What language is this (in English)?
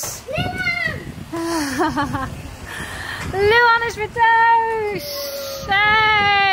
Dutch